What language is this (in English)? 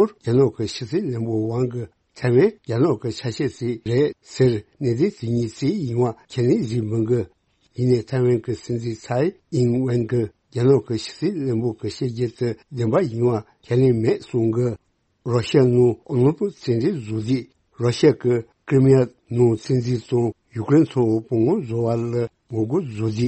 Tibetan